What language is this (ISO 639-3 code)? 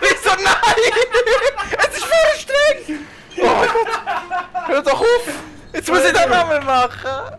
gsw